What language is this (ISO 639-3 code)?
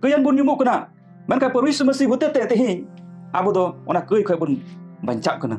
sat